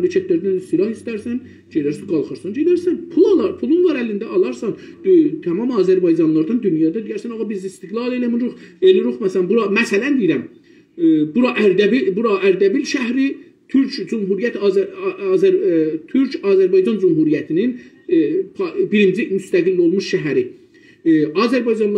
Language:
South Azerbaijani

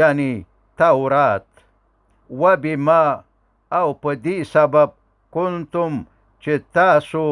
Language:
Pashto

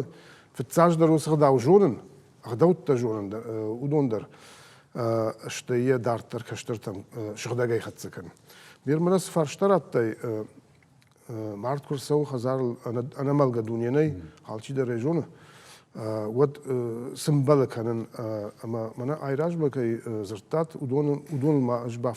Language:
Ossetic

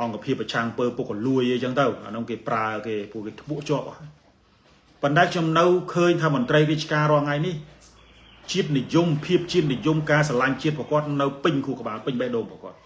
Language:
Khmer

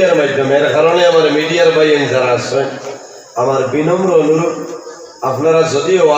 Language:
Sylheti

